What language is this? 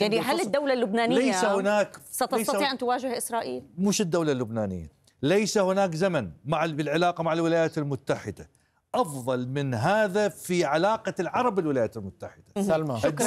Arabic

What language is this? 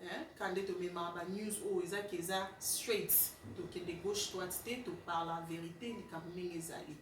Lingala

